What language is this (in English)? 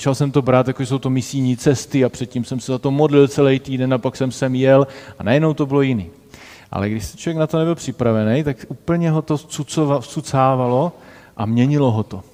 Czech